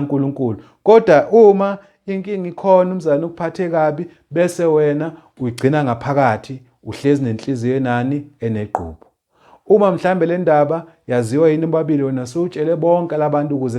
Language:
Zulu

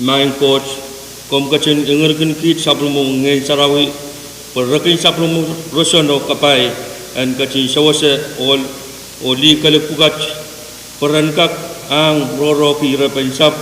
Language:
Pohnpeian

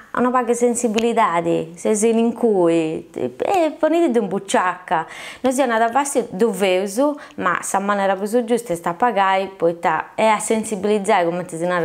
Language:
Sardinian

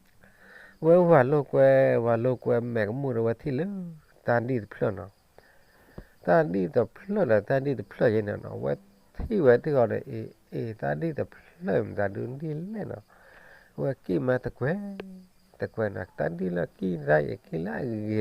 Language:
S'gaw Karen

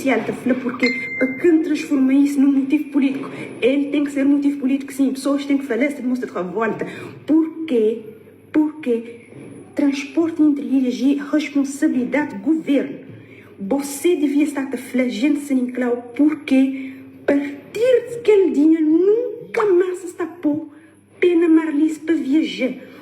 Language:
Kabuverdianu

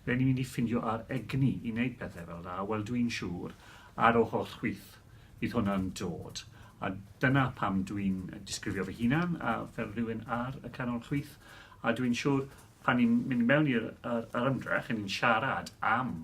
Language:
Welsh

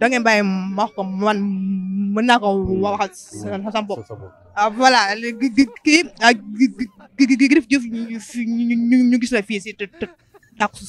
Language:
Wolof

